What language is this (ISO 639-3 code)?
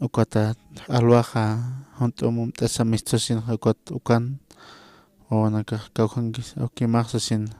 aym